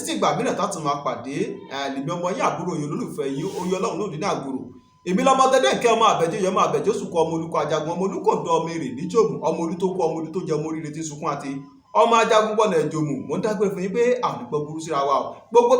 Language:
Yoruba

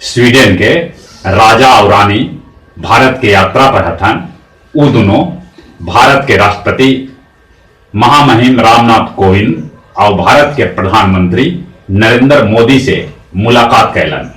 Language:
Magahi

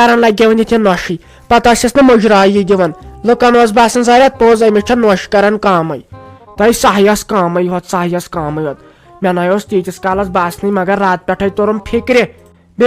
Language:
Kashmiri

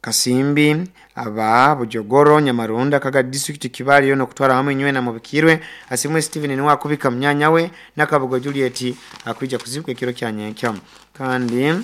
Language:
Nyoro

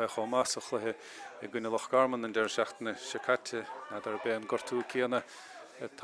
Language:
Irish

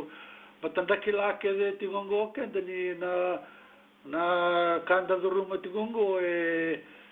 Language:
Fijian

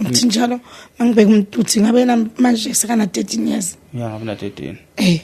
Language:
Zulu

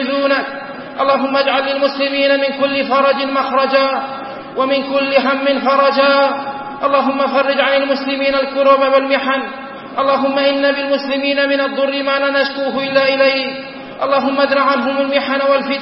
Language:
Arabic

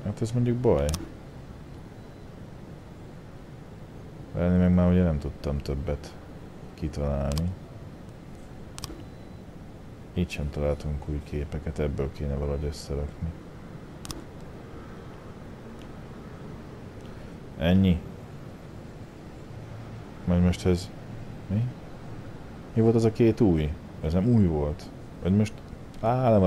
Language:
Hungarian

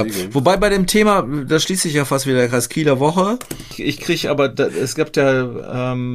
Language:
German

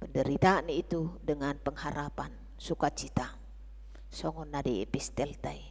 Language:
Batak Toba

